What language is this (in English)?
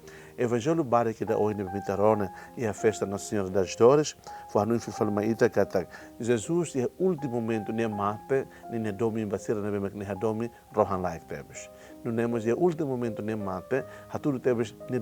Tetum